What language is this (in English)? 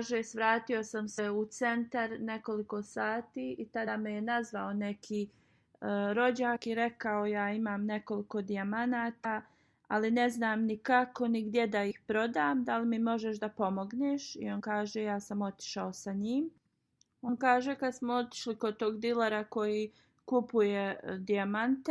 Bosnian